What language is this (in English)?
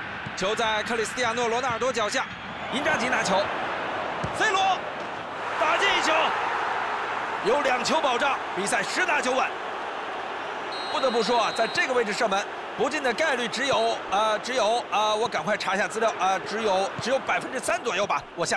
Chinese